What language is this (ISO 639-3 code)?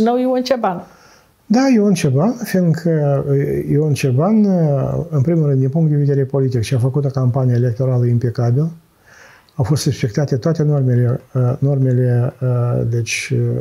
ron